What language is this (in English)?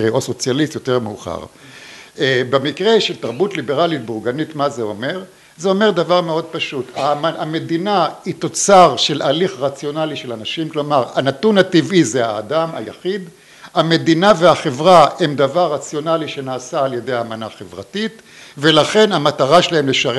Hebrew